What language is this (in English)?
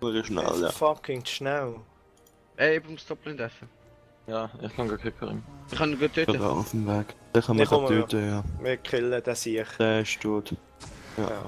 Swiss German